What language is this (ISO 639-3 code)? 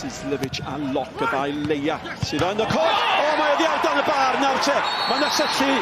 cym